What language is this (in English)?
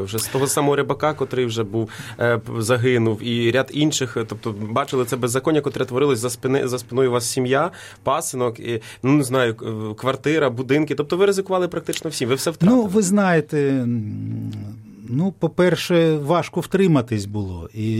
Ukrainian